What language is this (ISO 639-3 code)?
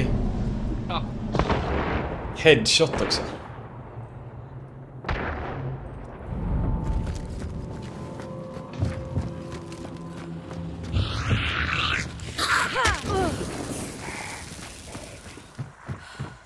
swe